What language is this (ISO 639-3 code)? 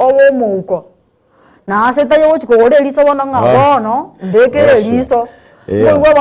guz